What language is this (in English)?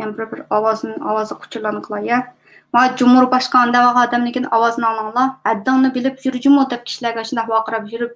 Uyghur